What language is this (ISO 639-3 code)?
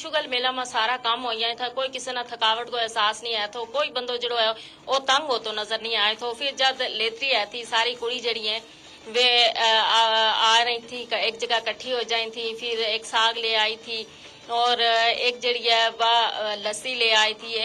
gju